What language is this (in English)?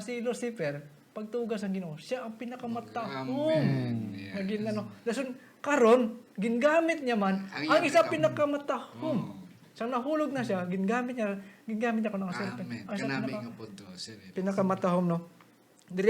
Hiligaynon